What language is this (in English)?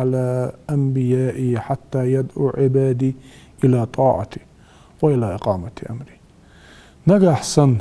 Ingush